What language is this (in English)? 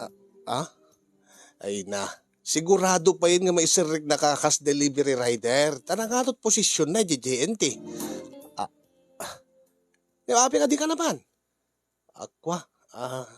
Iloko